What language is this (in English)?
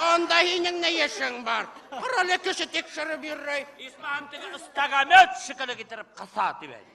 Bashkir